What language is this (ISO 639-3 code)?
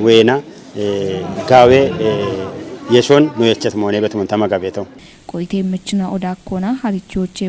kbr